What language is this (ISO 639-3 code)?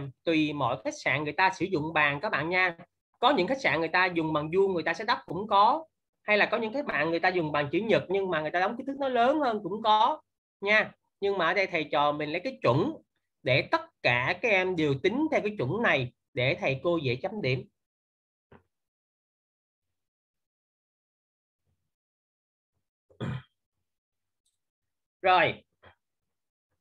vie